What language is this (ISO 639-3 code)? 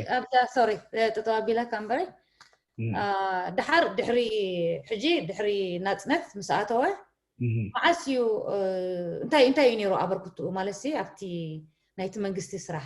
tir